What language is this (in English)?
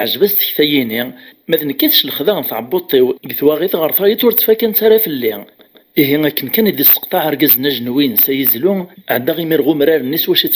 Kabyle